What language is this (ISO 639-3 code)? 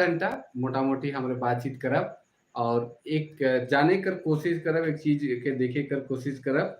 sck